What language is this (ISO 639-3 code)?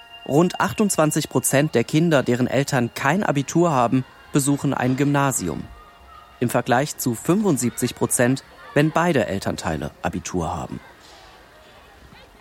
deu